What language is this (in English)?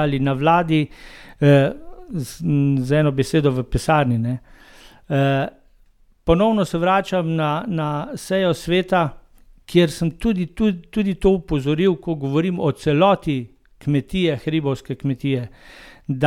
Slovenian